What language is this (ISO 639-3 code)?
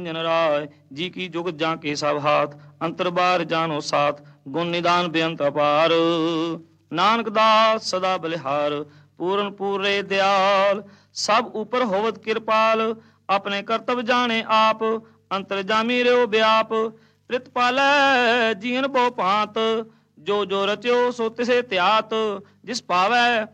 pan